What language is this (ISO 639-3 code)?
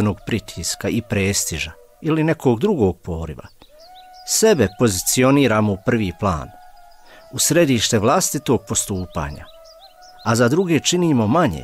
bos